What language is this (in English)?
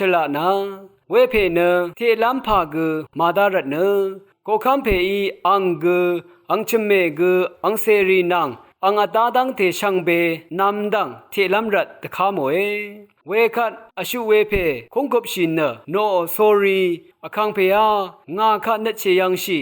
Rawang